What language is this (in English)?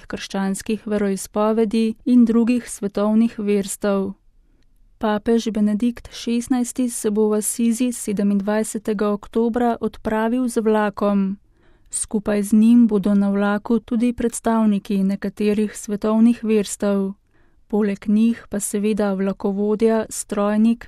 Slovenian